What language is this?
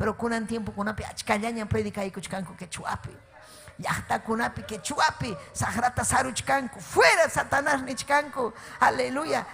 Ayacucho Quechua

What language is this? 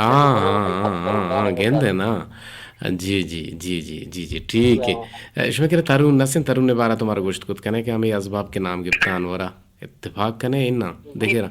Eastern Balochi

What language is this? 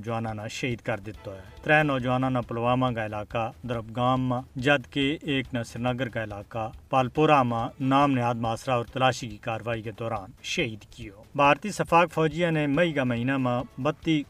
Gujari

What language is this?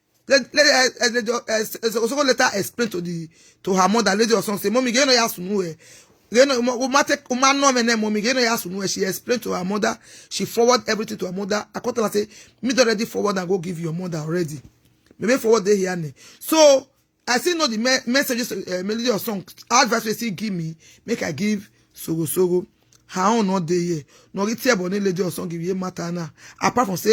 Nigerian Pidgin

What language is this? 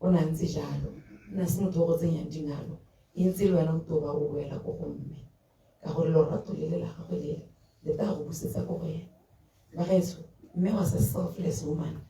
Tswana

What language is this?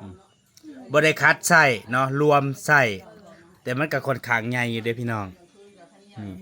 Northeastern Thai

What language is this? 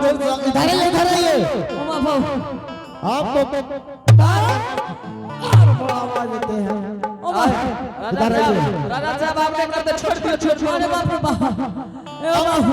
Angika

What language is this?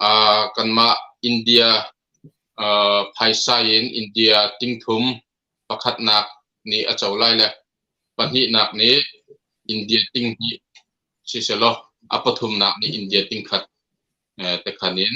Hakha Chin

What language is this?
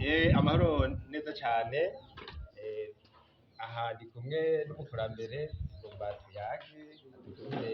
Rundi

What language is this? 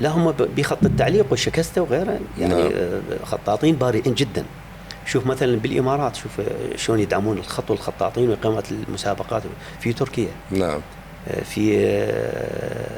Mesopotamian Arabic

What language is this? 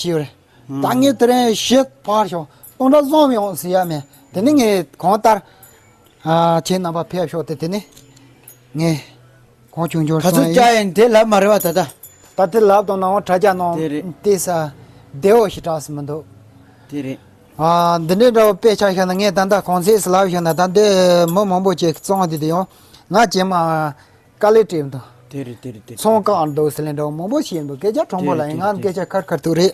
Tibetan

